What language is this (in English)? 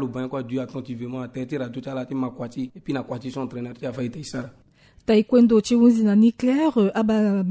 Sango